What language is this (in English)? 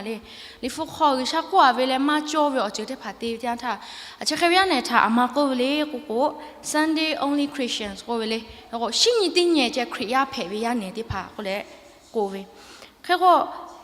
Lahu